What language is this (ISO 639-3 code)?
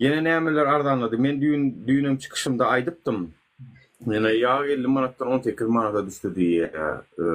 tuk